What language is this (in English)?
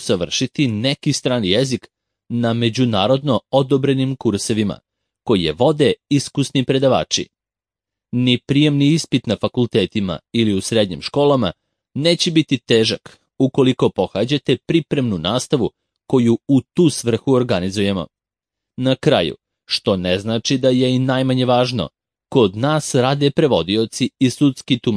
Serbian